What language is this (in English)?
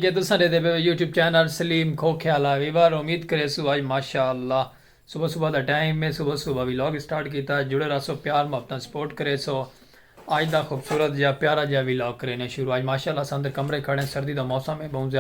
Saraiki